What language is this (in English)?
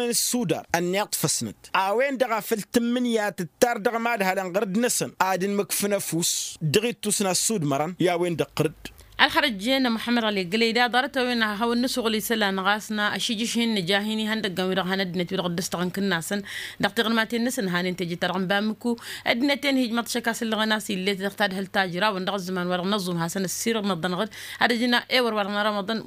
Tamasheq